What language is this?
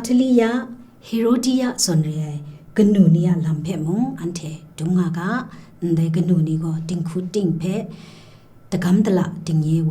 Kachin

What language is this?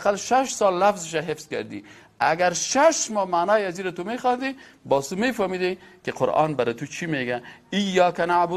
Persian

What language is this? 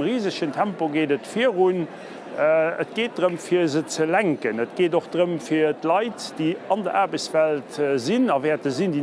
Luxembourgish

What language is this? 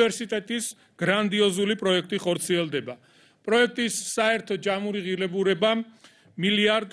Georgian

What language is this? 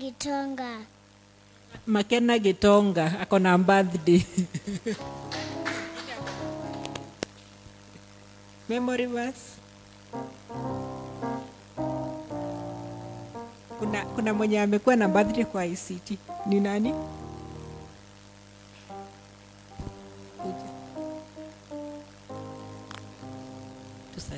Swahili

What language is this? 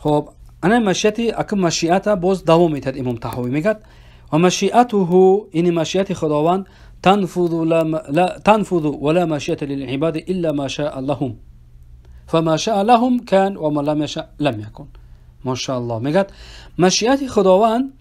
Persian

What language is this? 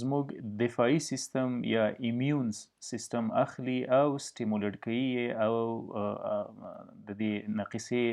Pashto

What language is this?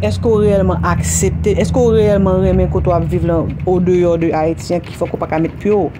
Haitian Creole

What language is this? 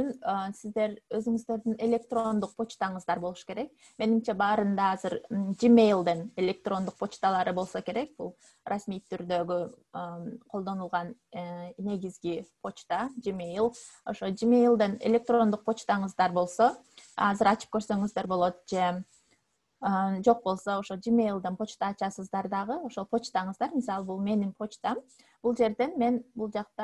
Kyrgyz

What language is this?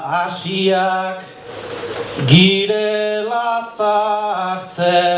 Basque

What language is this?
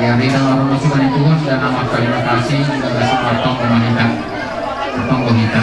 Batak Simalungun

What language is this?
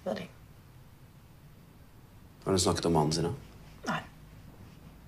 Norwegian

